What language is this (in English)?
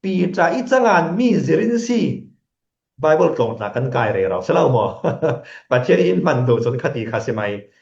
Falam Chin